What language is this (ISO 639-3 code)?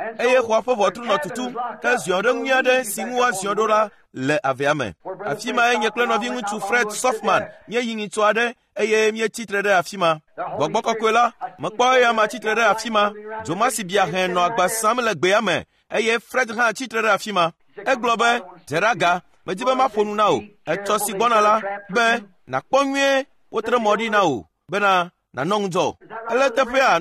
ewe